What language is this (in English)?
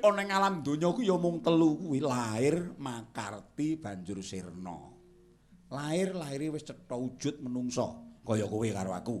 Javanese